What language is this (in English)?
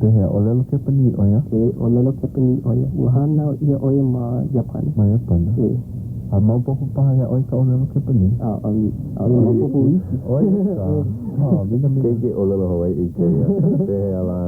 Hawaiian